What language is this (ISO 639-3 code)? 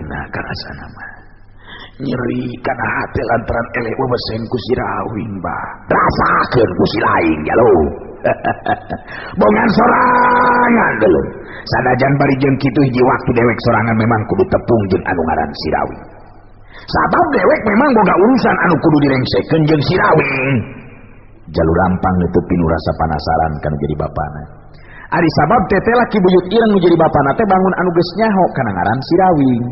sun